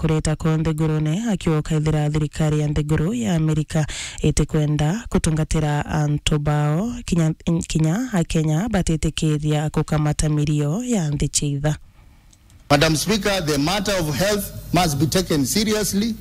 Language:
Meru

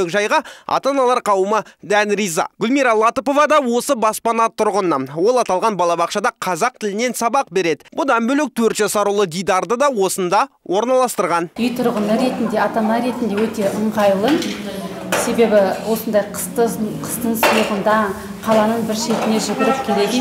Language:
Kazakh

